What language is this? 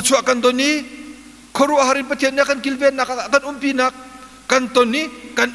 Hakha Chin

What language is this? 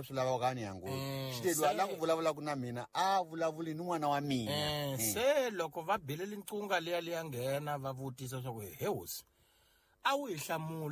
Tsonga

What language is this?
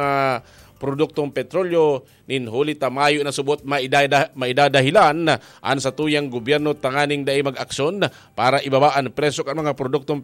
Bikol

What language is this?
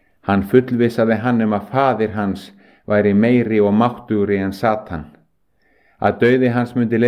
Icelandic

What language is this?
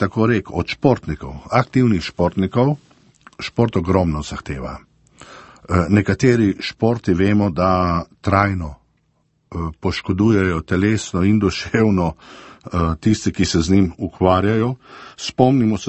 Slovenian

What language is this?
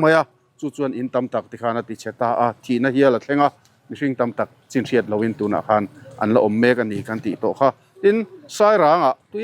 Mizo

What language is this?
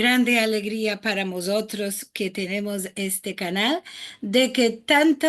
Ladino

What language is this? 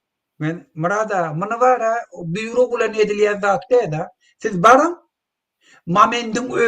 Turkmen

